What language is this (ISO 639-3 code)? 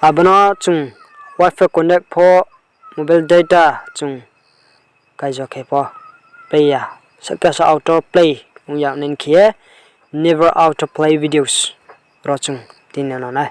ria